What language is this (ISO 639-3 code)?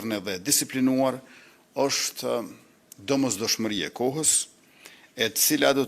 sqi